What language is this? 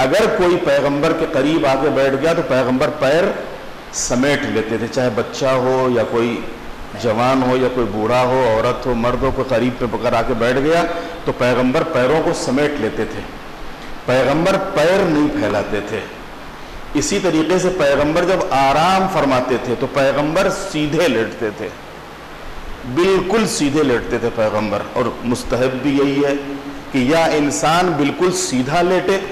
Urdu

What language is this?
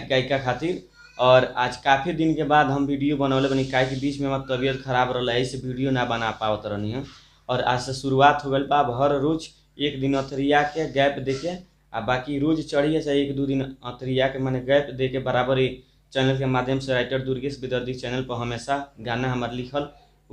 Bhojpuri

